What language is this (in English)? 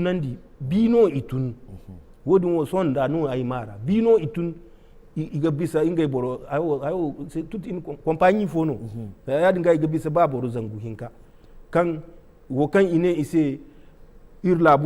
Zarma